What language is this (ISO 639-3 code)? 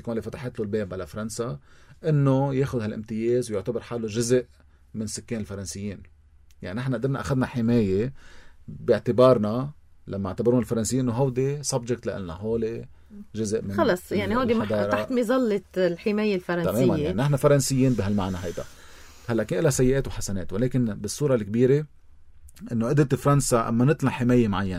apc